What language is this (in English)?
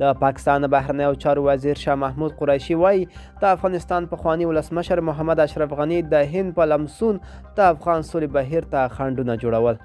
Pashto